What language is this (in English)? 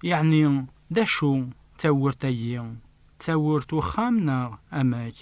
Kabyle